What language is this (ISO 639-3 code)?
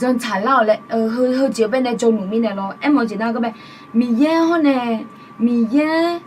ahk